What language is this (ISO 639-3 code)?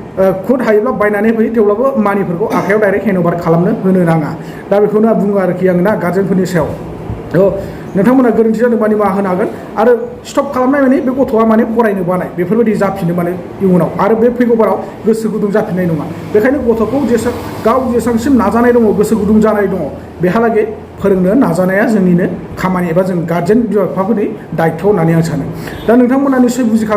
brx